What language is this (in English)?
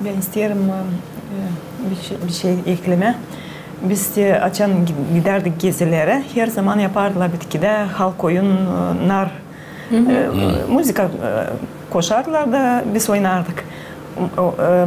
Gagauz